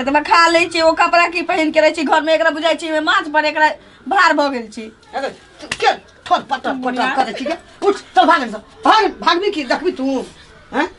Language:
Maithili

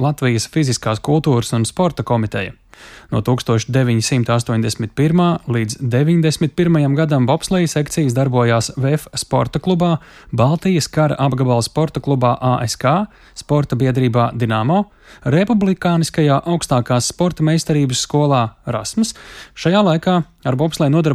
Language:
Latvian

